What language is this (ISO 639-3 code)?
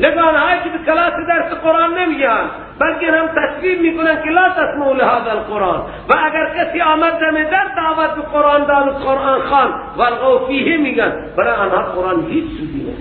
fas